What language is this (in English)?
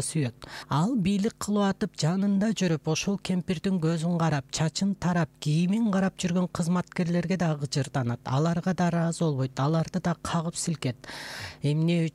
Kyrgyz